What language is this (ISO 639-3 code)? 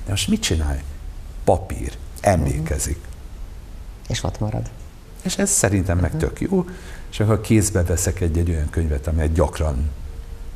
hun